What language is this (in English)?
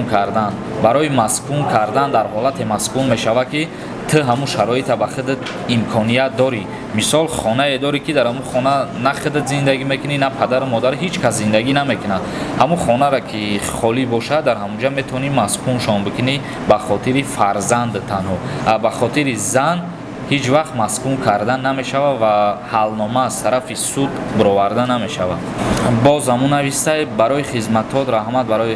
Tajik